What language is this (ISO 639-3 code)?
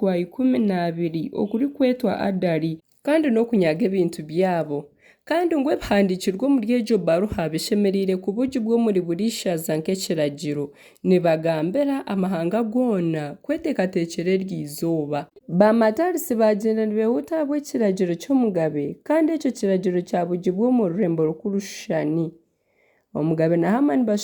nyn